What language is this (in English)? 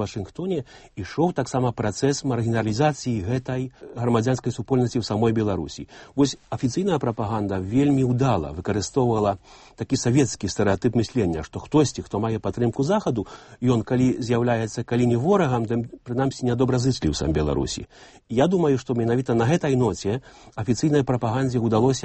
Belarusian